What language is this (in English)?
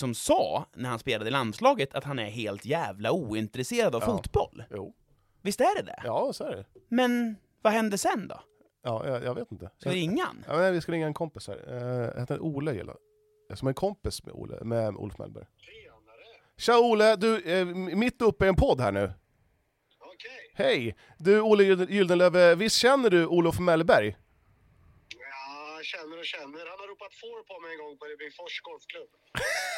Swedish